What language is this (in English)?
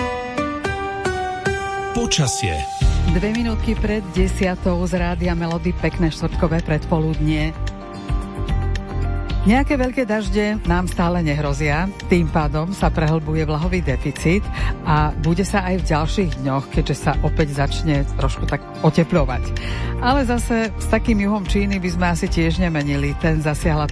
Slovak